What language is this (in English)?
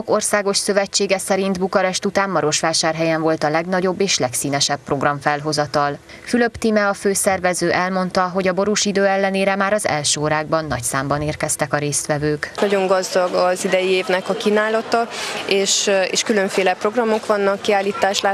Hungarian